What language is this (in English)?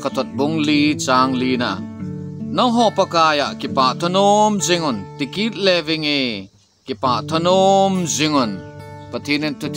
Thado Chin